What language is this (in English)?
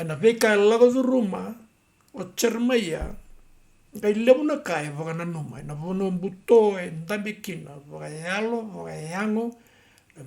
Fijian